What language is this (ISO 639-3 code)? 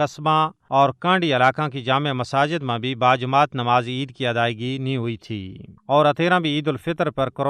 gju